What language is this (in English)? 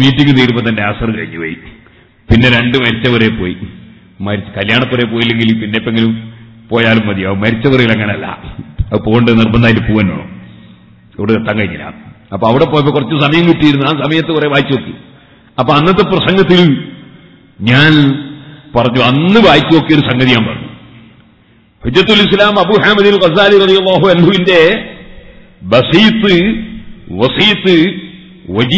Malayalam